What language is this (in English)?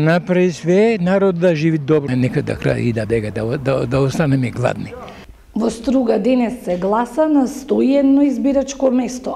Macedonian